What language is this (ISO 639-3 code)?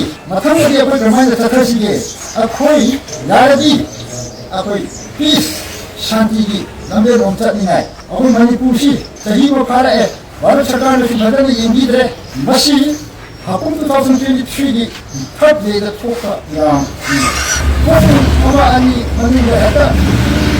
mni